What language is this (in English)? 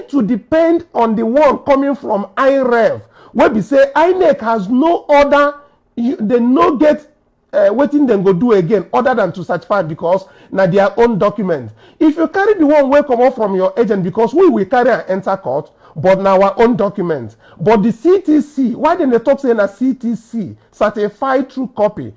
Nigerian Pidgin